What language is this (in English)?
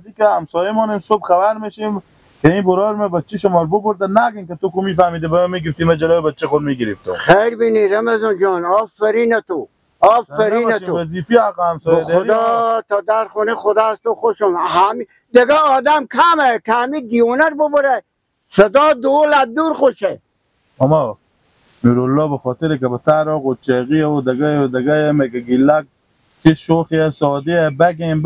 Persian